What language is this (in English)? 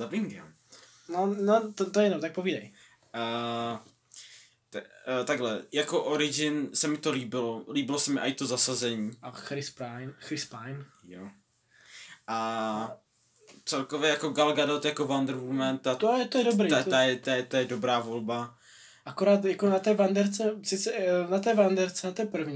Czech